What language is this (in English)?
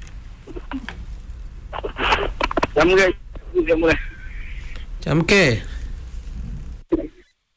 Swahili